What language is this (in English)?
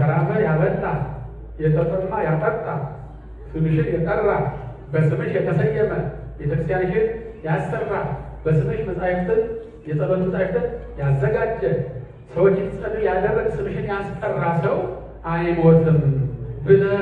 Amharic